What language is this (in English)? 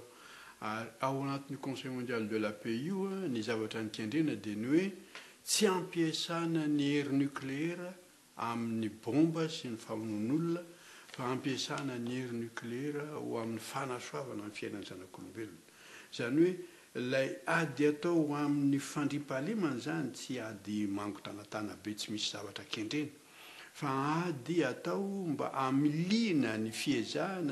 Malagasy